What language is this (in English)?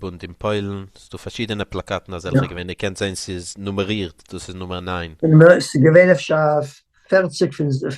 Yiddish